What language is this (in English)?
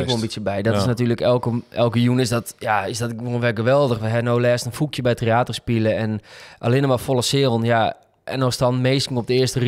Western Frisian